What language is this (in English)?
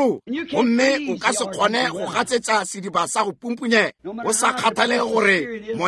Northern Sotho